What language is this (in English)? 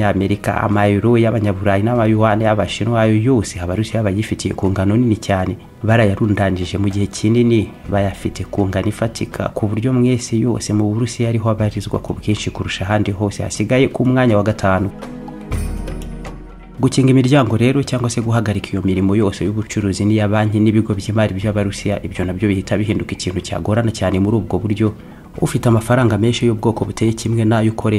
Kinyarwanda